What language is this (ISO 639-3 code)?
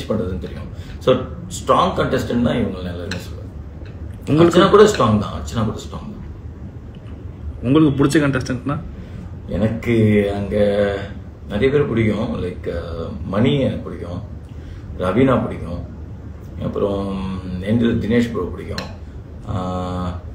tam